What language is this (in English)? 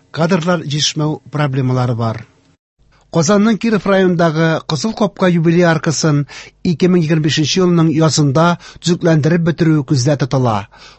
Tatar